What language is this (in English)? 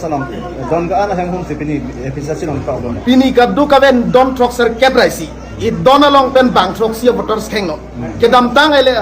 Karbi